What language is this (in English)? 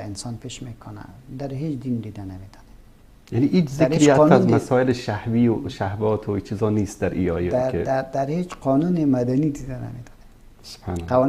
Persian